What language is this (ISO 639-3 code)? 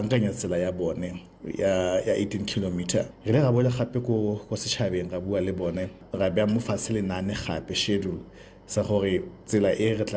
tsn